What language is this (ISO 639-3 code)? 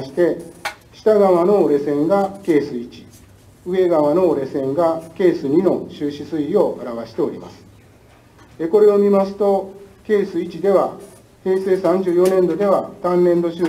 jpn